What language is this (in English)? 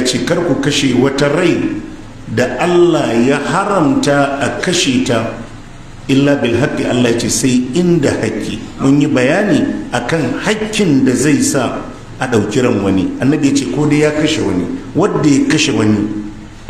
Hausa